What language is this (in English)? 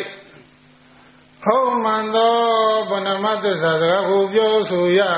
Burmese